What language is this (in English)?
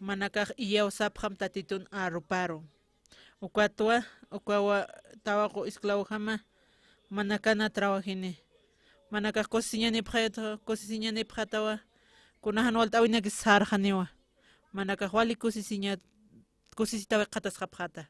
Aymara